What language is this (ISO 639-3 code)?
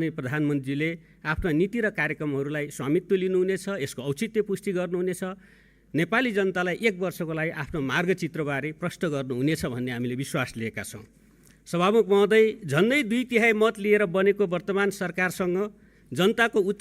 nep